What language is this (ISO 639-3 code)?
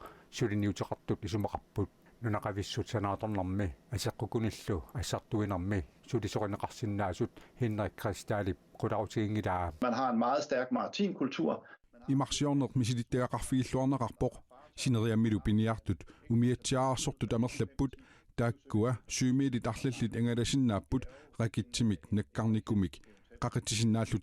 kal